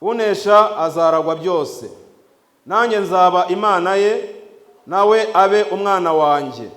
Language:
Kinyarwanda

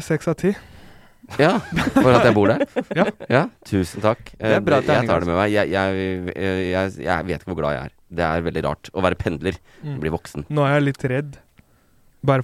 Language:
Norwegian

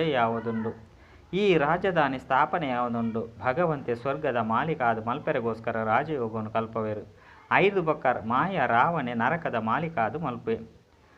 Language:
Tulu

